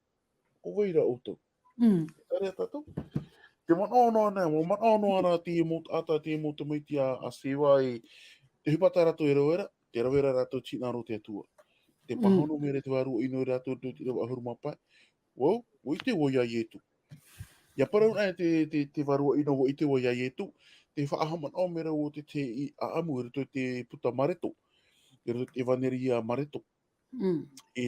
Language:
Tahitian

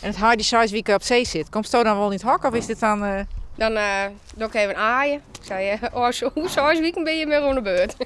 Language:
Western Frisian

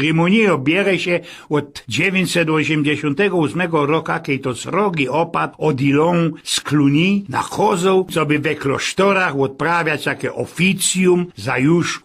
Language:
Silesian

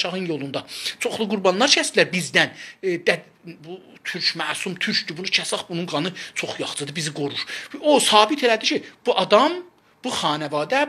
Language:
South Azerbaijani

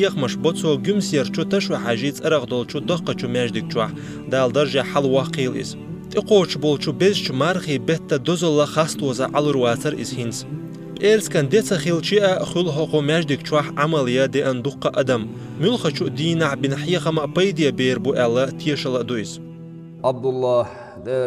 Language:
Chechen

